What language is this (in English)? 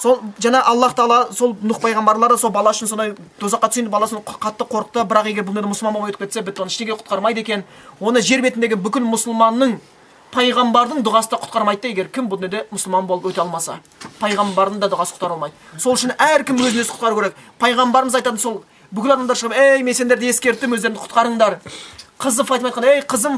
Kazakh